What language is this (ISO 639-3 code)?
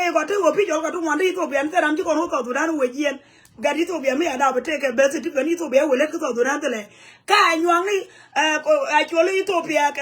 nus